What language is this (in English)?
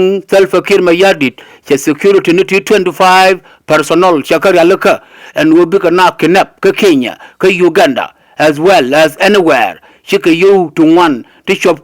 Nuer